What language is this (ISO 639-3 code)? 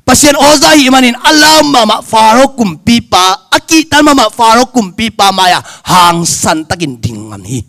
ctd